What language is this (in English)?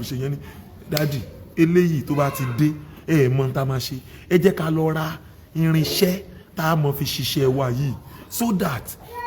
Yoruba